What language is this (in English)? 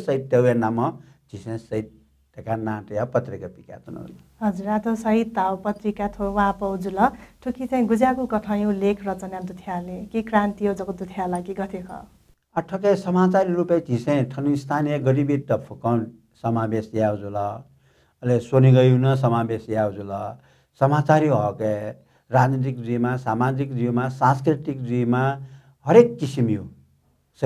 Newari